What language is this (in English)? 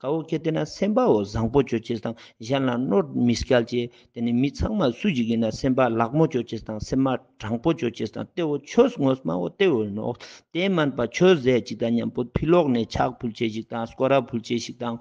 Ladakhi